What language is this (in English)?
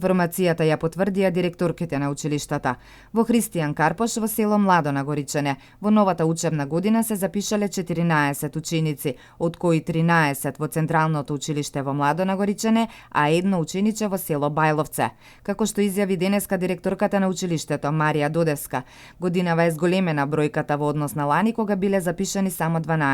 Macedonian